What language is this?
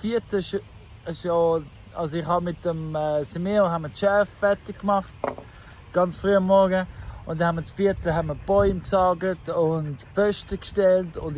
Swiss German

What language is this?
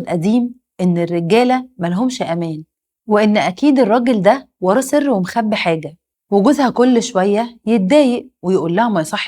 Egyptian Arabic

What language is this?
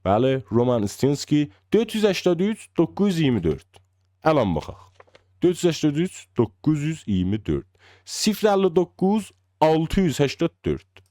South Azerbaijani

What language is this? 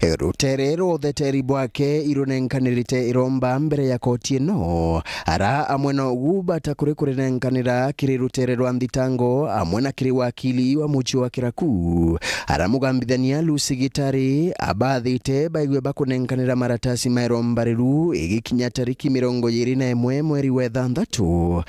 Meru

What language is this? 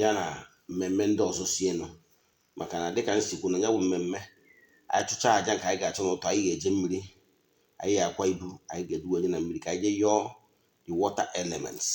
Igbo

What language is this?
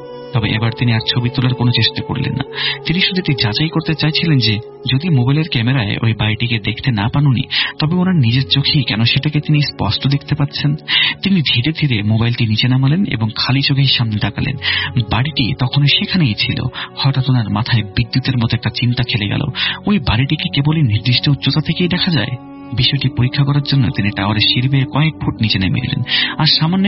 Bangla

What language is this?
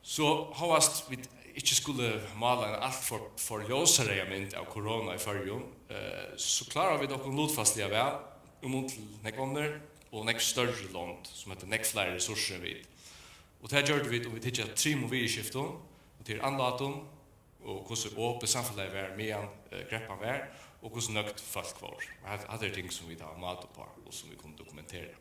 Faroese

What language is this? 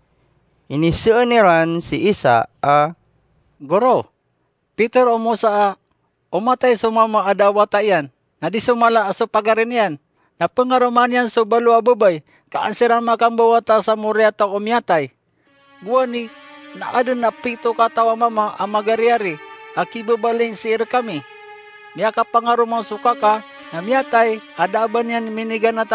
Maranao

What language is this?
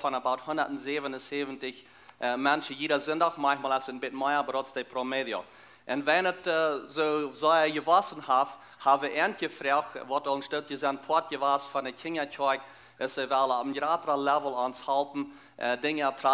Plautdietsch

